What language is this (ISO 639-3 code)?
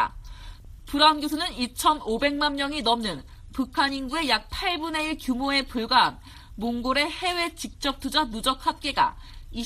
kor